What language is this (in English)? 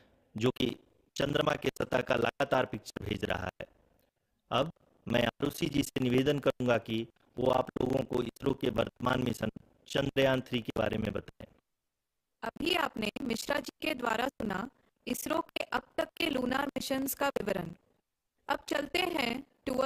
Hindi